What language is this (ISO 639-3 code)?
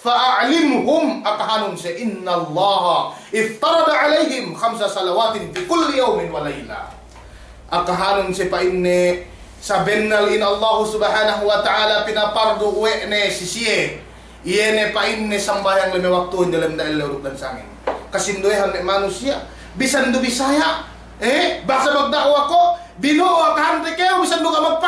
yka